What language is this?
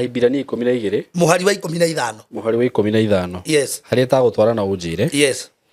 Kikuyu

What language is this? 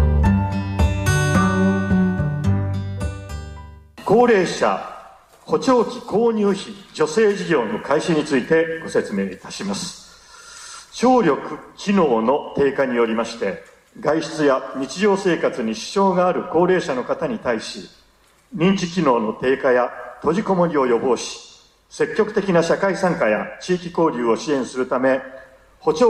Japanese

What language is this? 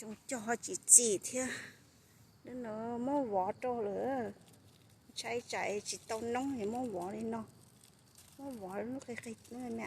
Hmong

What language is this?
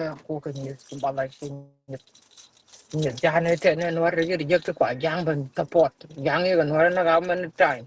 Nuer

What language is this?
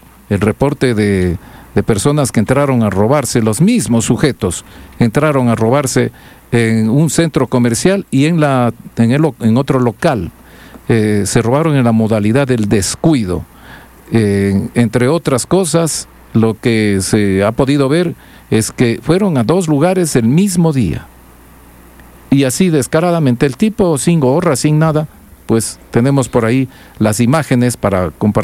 Spanish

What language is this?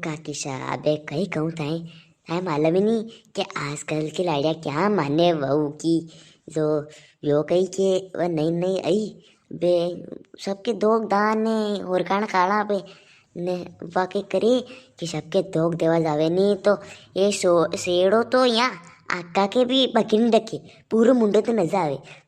Rajasthani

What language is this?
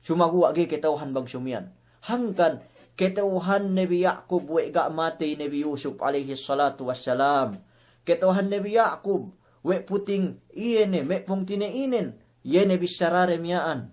Yakan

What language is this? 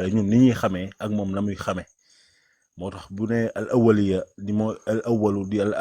Wolof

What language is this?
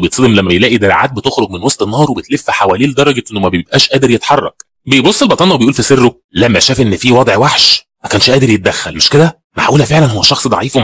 Egyptian Arabic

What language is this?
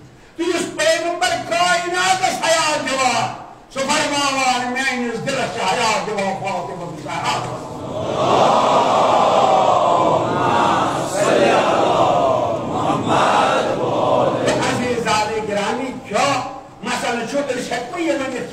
Kashmiri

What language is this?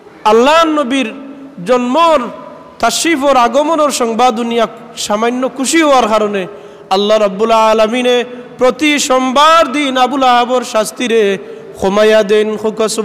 Sylheti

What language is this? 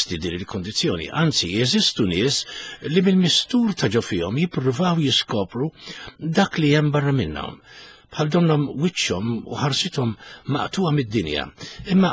Maltese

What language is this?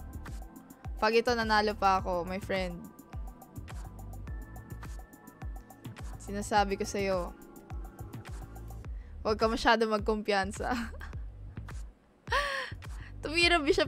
Filipino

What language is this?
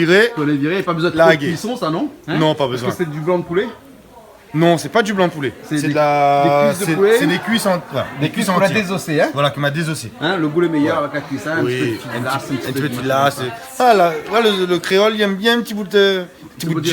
Réunion Creole French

